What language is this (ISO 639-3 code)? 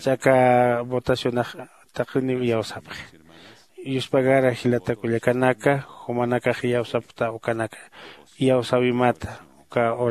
aym